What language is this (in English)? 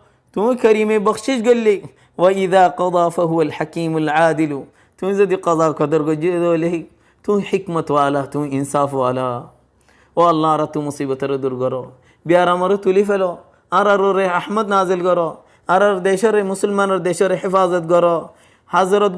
Rohingya